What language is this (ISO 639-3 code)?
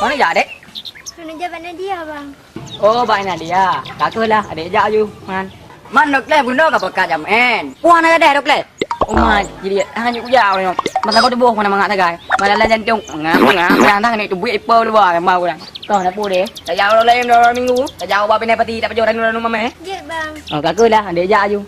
ace